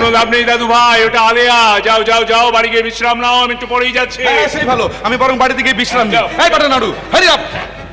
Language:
Bangla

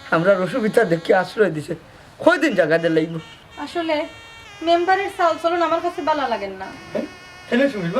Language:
Sylheti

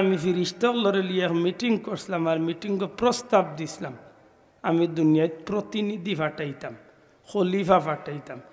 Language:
Sylheti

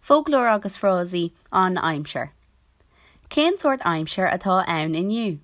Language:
Irish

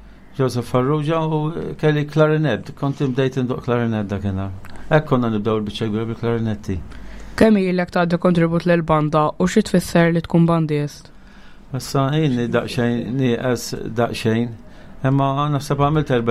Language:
Maltese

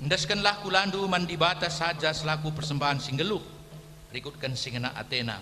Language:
Batak Karo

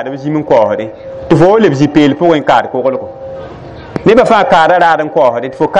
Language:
Mossi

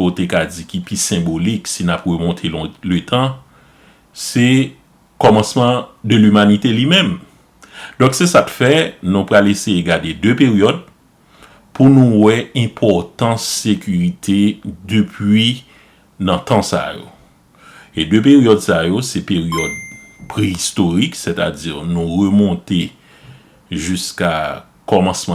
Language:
Haitian Creole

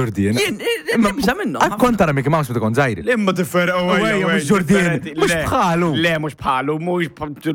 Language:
Maltese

